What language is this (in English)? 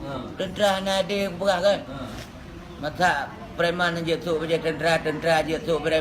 Achinese